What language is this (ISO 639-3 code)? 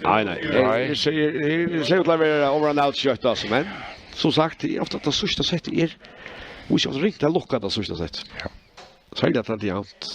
fao